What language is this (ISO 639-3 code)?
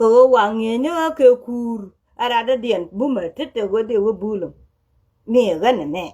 nus